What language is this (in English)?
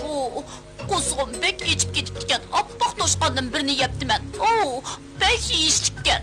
Uyghur